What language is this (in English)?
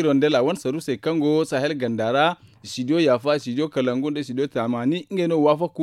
Zarma